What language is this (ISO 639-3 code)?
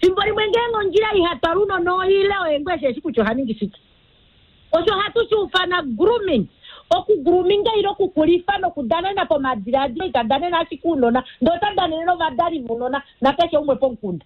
kua